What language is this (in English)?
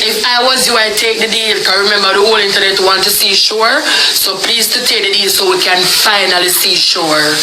Jamaican Creole English